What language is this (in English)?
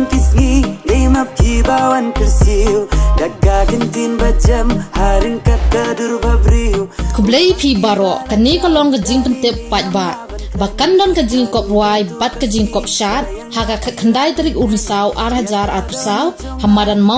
Khasi